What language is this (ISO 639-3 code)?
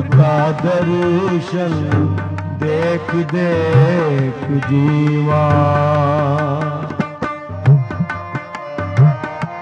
pan